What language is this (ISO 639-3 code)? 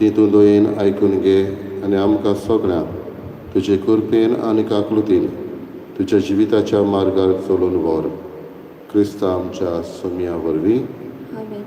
kok